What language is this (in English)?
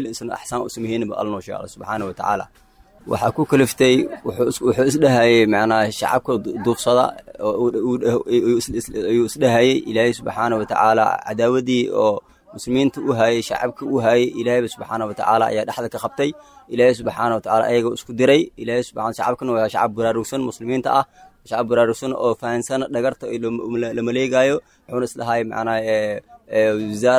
Somali